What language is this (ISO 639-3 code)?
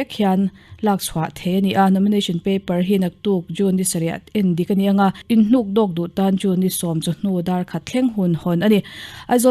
lus